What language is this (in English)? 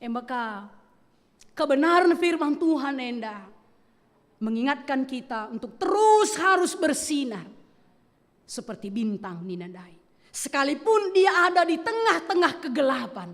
Batak Karo